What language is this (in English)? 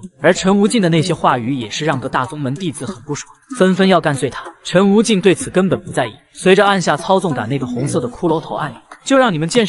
Chinese